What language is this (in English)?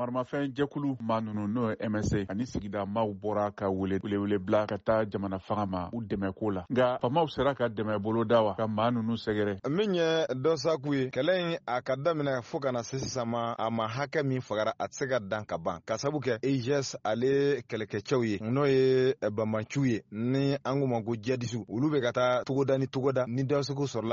Bambara